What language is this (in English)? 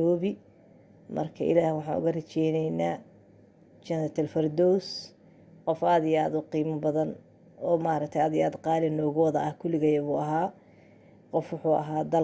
Somali